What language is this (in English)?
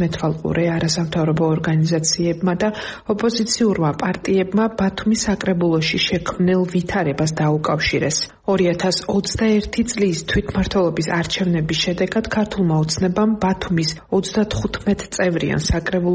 Georgian